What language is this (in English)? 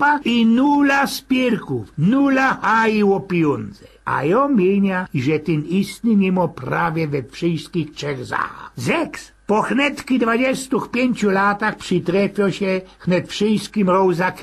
Silesian